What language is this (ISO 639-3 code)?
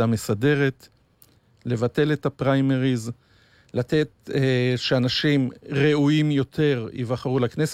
heb